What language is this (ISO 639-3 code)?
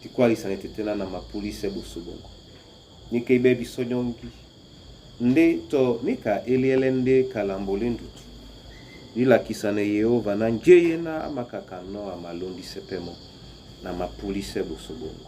dua